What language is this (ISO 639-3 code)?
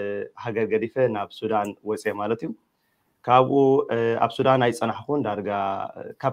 tir